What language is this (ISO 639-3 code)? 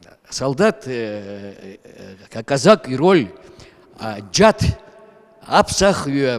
abk